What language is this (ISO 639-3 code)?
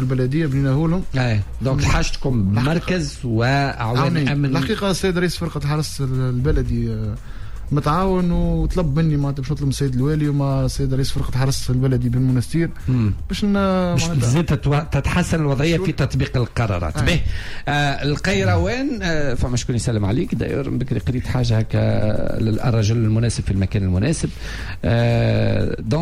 aeb